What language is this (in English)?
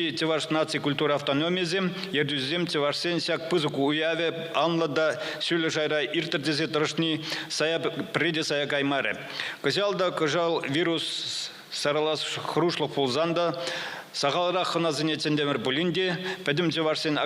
Chuvash